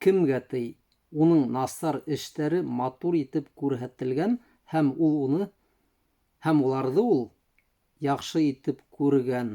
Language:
Bashkir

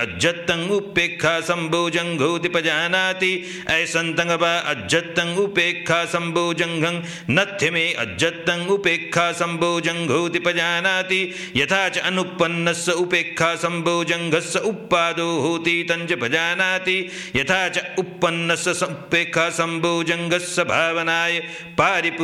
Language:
Pali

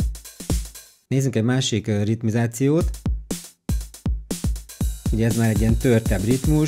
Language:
Hungarian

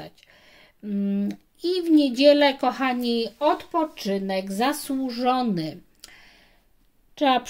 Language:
Polish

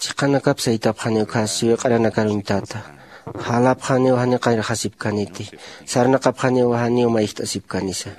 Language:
Aymara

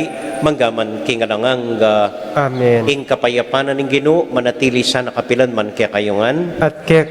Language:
Pampanga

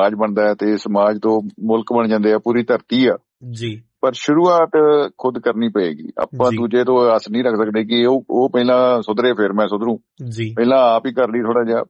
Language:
Punjabi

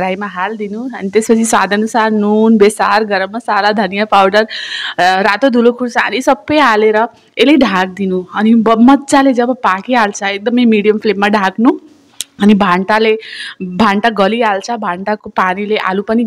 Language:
Nepali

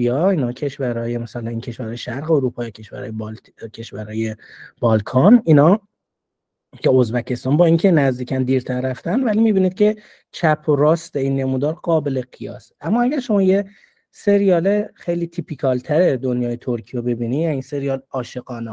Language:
Persian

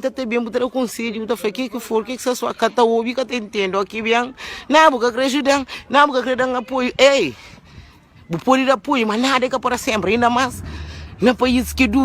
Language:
Kabuverdianu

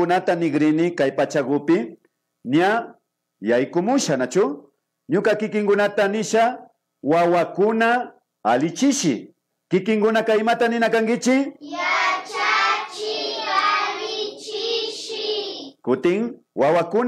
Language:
Imbabura Highland Quichua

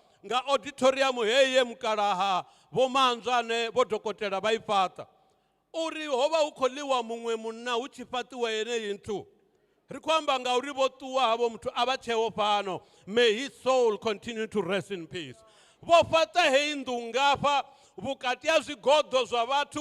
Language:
Venda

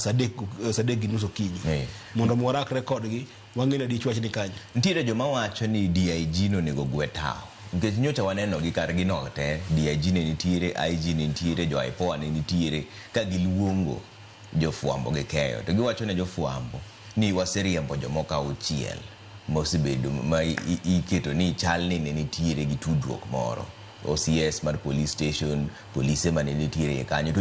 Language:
Luo (Kenya and Tanzania)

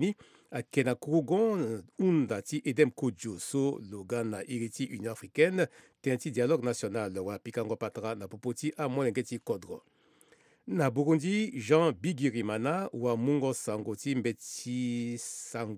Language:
Sango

